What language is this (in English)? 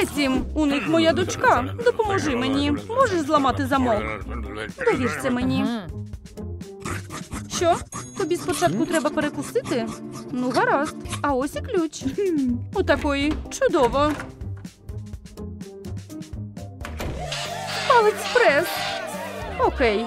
Ukrainian